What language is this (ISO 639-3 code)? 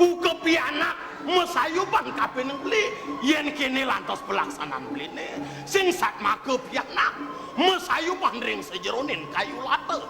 ban